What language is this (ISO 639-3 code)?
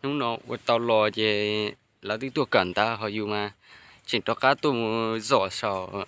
hmn